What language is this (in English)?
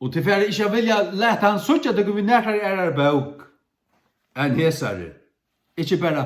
Faroese